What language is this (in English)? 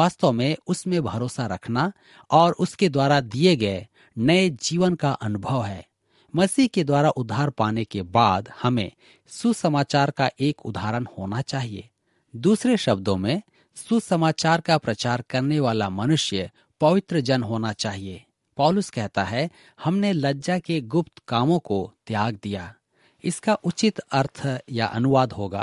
Hindi